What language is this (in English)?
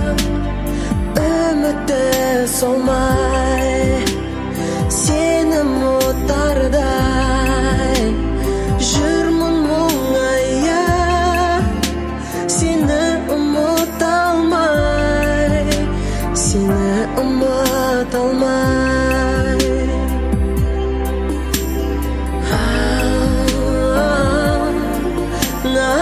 Kazakh